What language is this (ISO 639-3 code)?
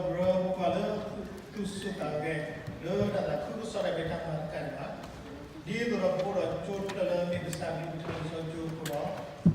ksw